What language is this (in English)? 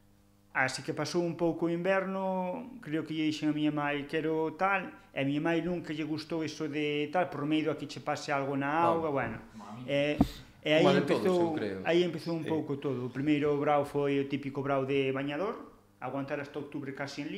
Galician